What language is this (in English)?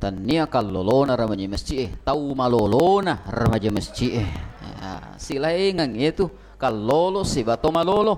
Buginese